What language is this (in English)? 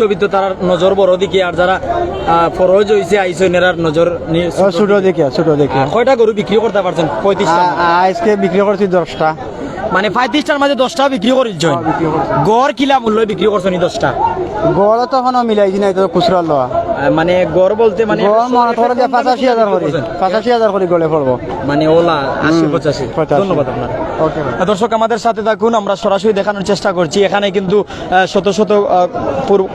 Sylheti